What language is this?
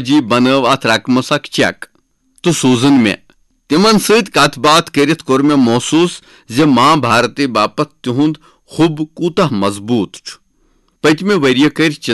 Kashmiri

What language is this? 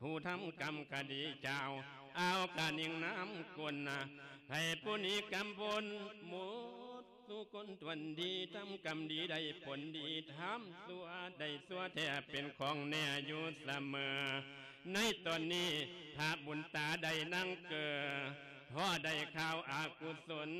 Lao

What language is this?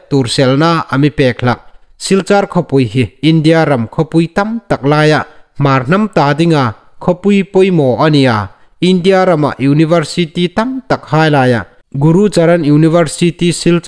Hmar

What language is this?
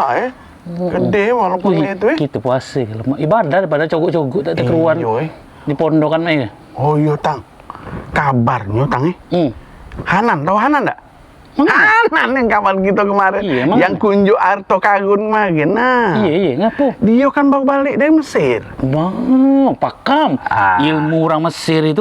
Musi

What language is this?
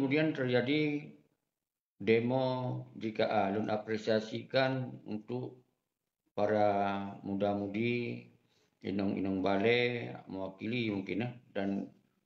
Achinese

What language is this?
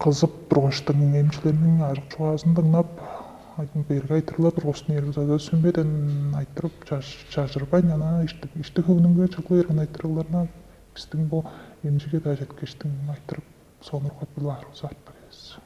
Tuvinian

